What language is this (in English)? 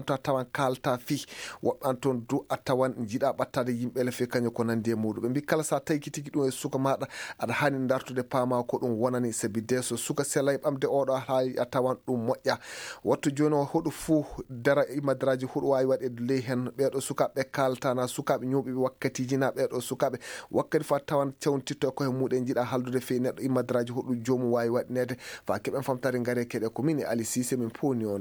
Fula